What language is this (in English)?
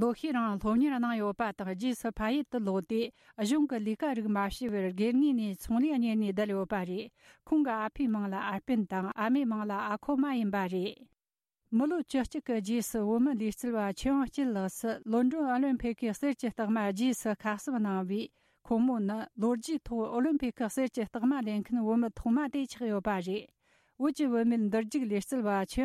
Tibetan